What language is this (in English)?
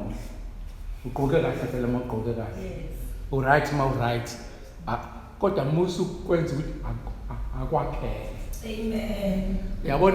Zulu